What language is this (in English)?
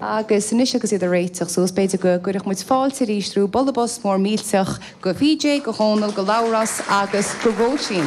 Irish